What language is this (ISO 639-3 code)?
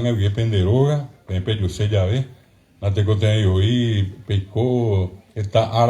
grn